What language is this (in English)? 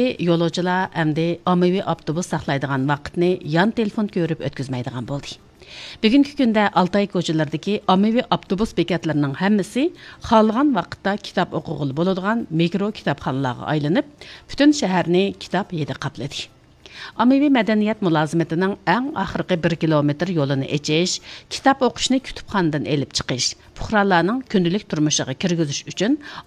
Uyghur